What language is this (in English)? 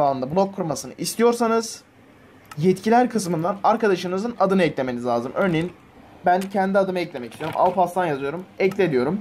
Turkish